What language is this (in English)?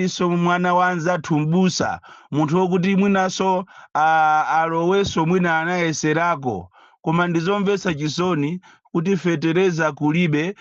Nyanja